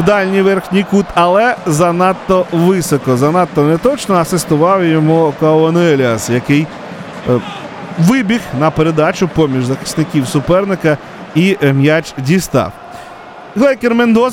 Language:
Ukrainian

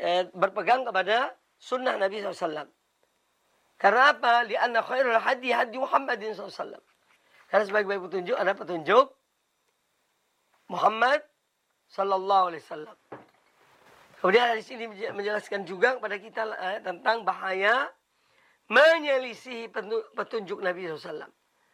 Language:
Indonesian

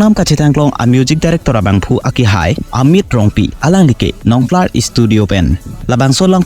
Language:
Karbi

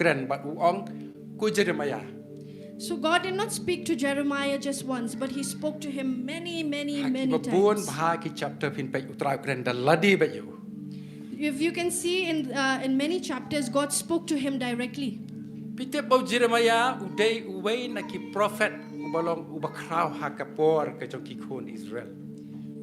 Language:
Khasi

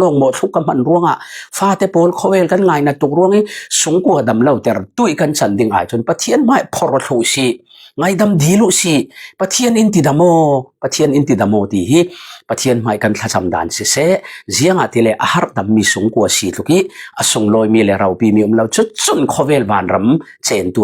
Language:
Falam Chin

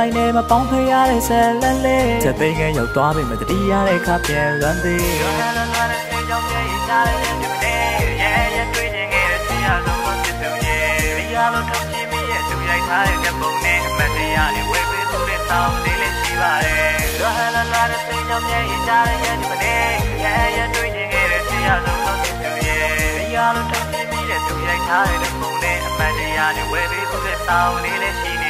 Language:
Burmese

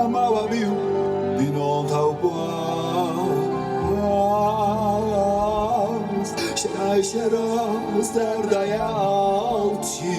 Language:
Ossetic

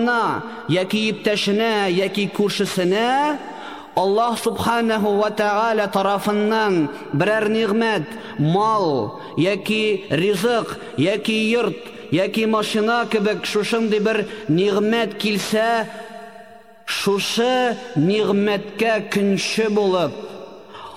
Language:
Tatar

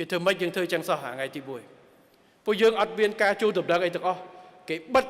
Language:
Khmer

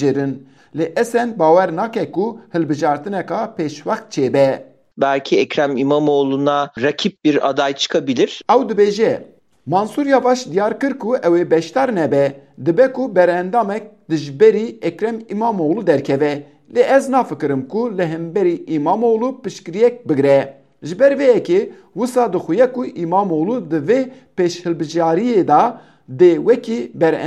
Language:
Kurdish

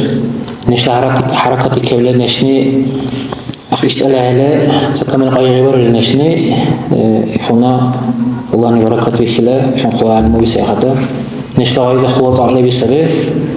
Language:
Dargwa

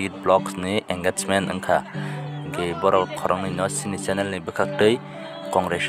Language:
Kok Borok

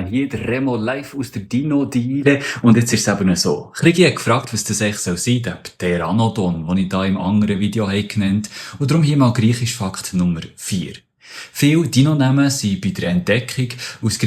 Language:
Swiss German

